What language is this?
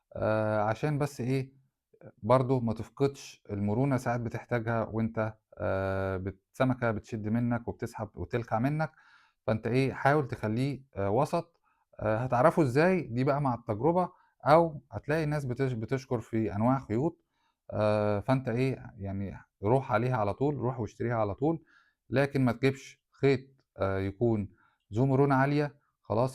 Egyptian Arabic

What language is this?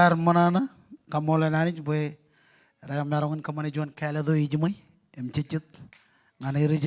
Marshallese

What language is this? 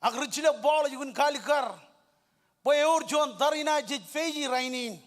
Marshallese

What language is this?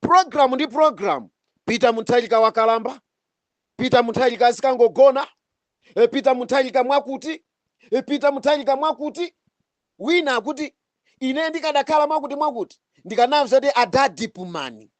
Nyanja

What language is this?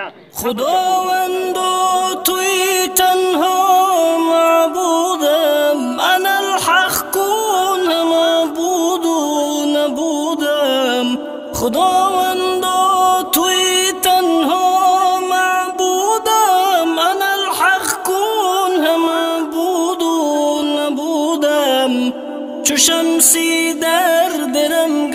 Tajik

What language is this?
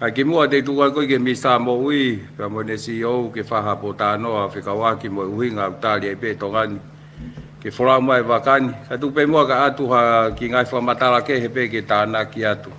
Tongan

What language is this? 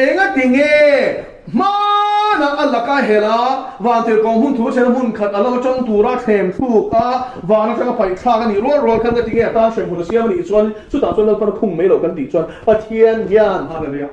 Mizo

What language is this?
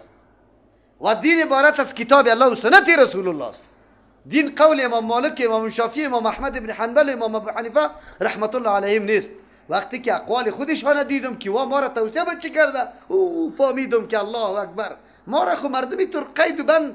Persian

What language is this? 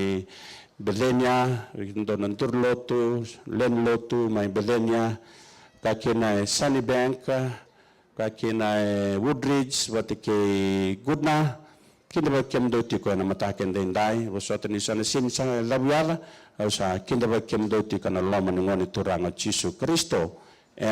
Fijian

